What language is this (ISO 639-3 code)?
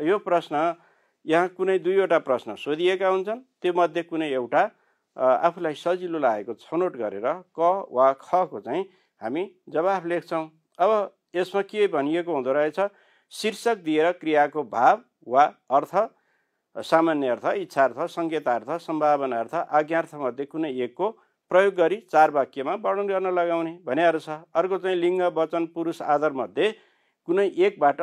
nep